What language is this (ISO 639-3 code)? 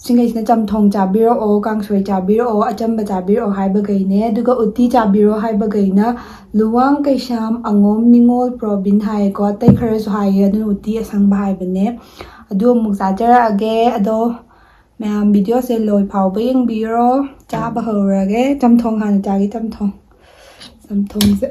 mni